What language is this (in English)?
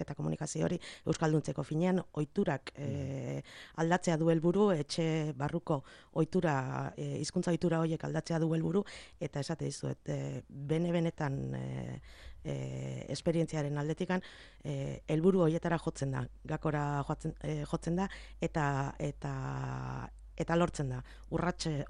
Basque